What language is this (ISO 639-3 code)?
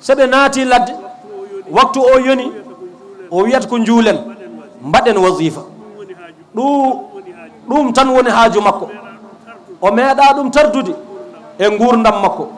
ful